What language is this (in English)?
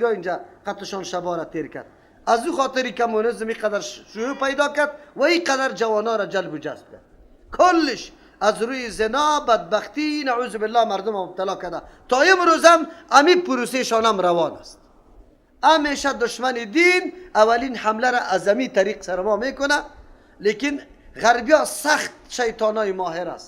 Persian